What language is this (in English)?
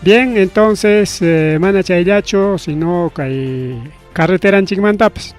Ayacucho Quechua